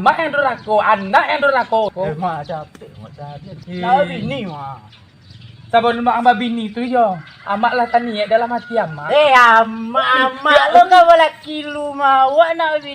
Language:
Minangkabau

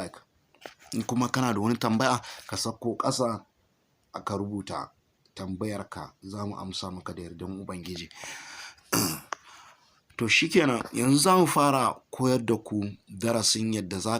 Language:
Hausa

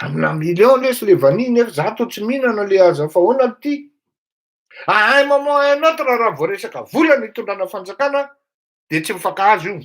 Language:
Malagasy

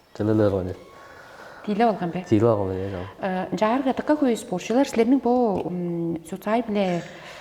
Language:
Tuvinian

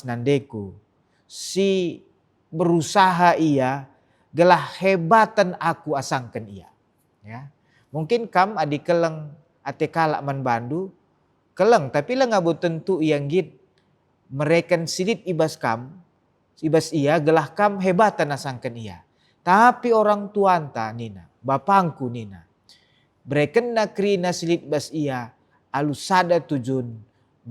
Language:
Batak Karo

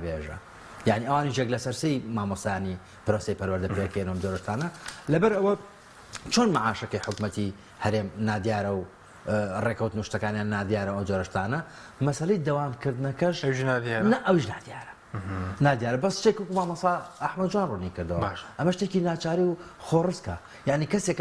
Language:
Central Kurdish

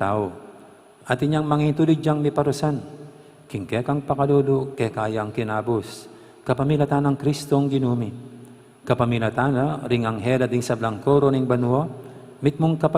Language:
Pampanga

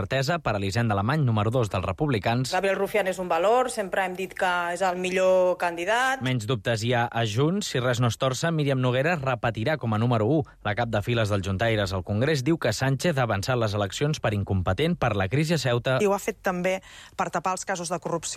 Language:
Catalan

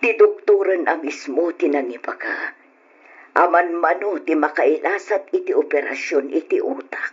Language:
Iloko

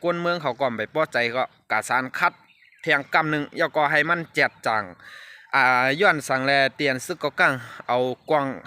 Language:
Shan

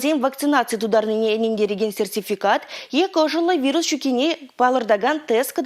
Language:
Chuvash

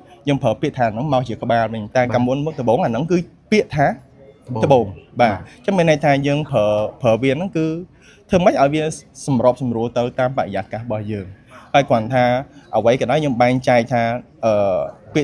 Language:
Khmer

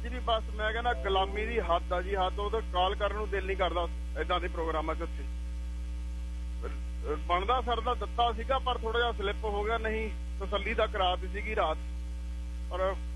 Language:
Punjabi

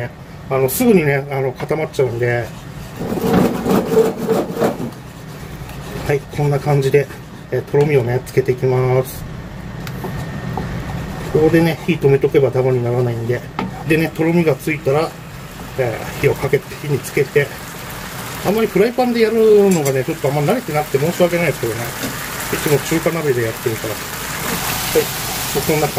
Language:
Japanese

